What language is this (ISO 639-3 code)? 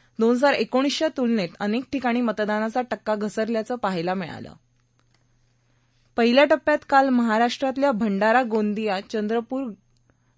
mar